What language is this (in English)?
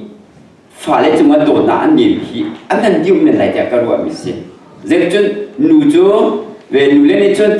Hakha Chin